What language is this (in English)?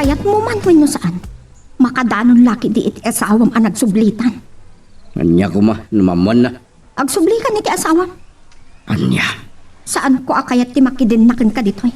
Iloko